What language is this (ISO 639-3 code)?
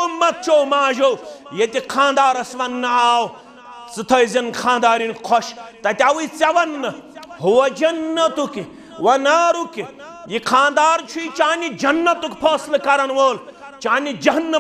kas